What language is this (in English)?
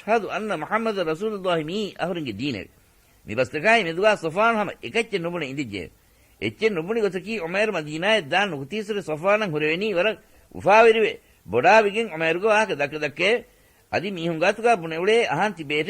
Divehi